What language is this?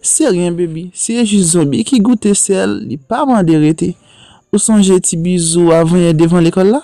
Haitian Creole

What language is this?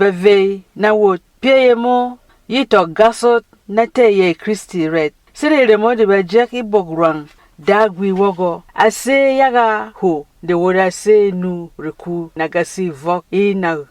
Berom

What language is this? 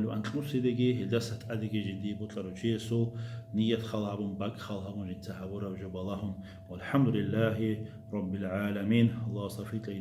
Avaric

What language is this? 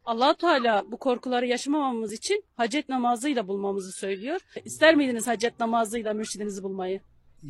Turkish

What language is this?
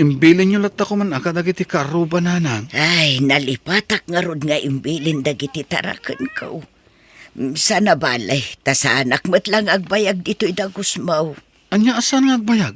Iloko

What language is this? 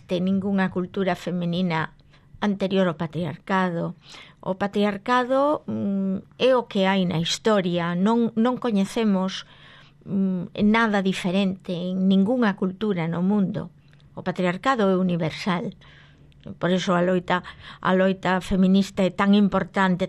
Galician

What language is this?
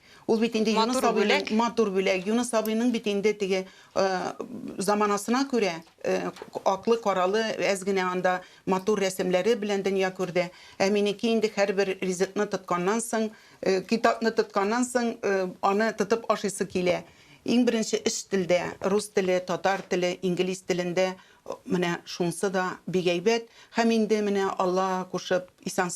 Tatar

